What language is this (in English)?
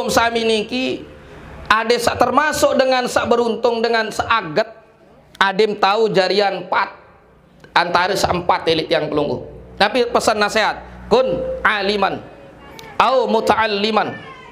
Sasak